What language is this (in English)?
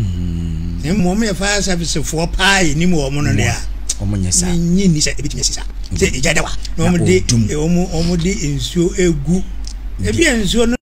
Akan